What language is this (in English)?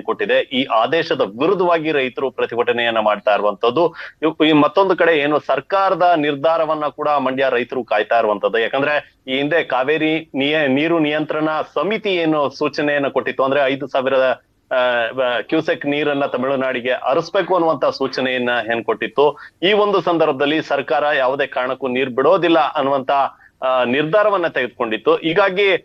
Kannada